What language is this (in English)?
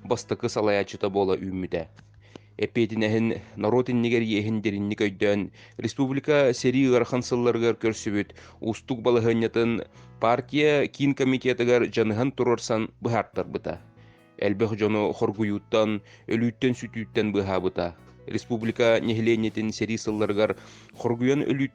Yakut